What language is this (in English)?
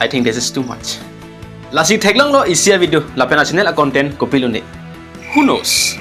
Karbi